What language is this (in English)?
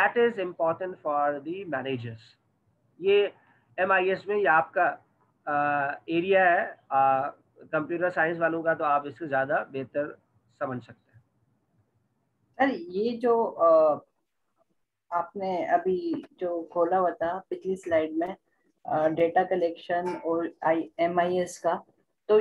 Hindi